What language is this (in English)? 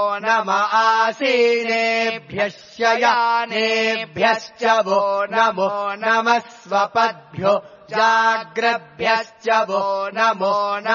Sanskrit